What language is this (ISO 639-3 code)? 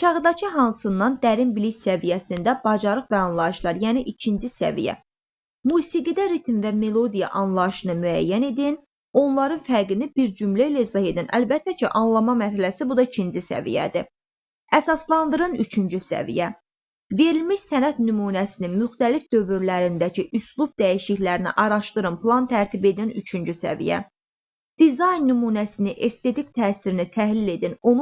aze